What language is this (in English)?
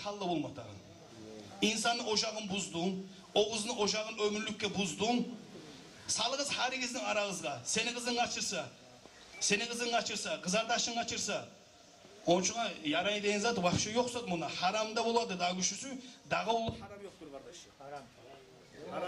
Kumyk